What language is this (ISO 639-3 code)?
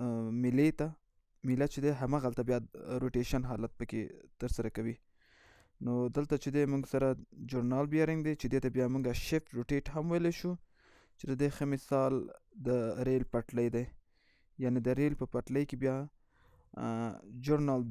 pus